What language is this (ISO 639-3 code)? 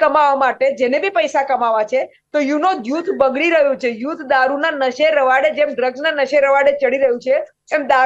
guj